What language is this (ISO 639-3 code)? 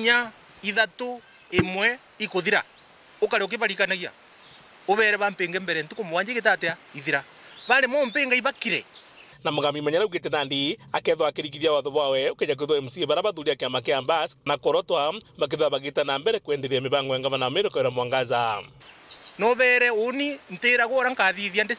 mer